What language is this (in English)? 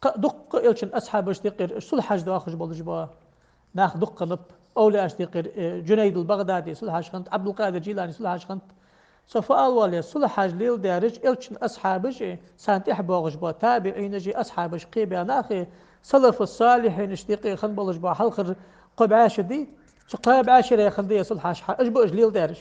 Ingush